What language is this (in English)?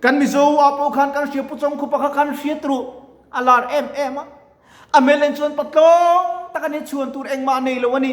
Mizo